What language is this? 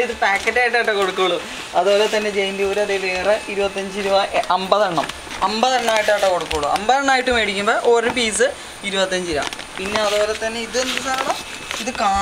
Malayalam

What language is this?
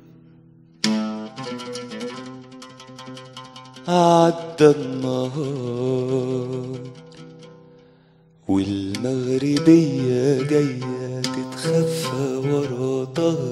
Egyptian Arabic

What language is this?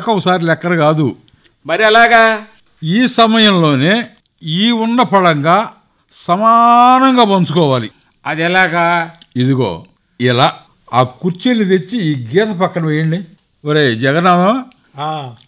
Telugu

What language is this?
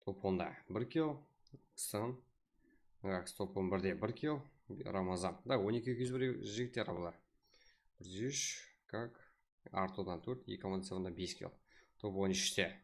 Kara-Kalpak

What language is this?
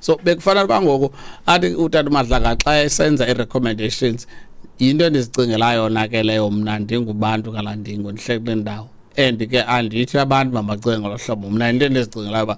Xhosa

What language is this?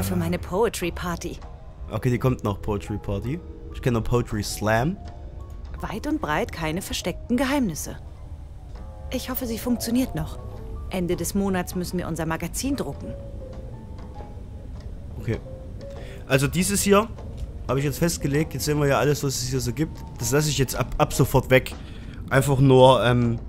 German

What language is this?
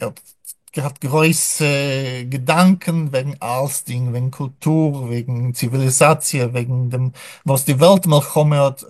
Yiddish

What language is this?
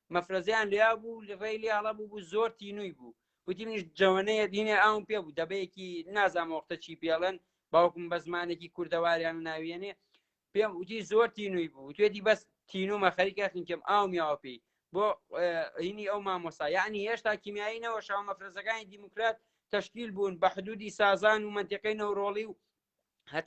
Central Kurdish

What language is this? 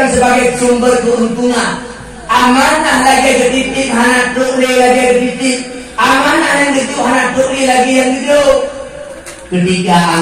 Achinese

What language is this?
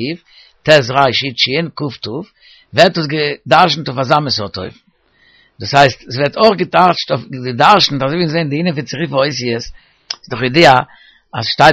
Yiddish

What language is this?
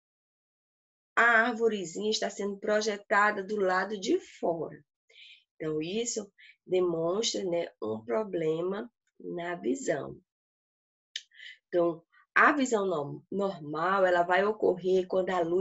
Portuguese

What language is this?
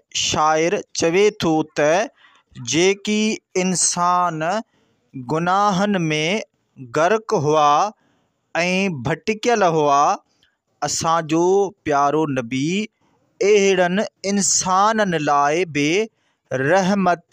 Sindhi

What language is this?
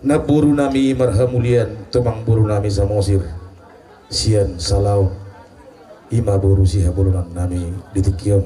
Batak Toba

